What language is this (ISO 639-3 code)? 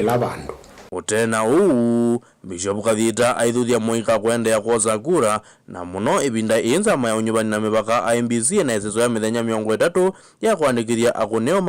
kam